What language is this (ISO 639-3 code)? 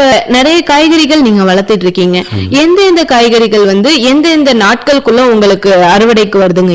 tam